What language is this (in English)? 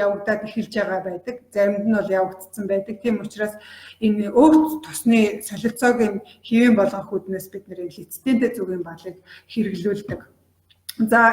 Mongolian